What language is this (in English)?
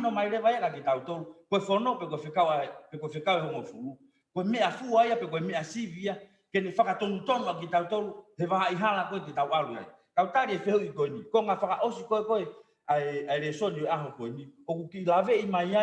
Tongan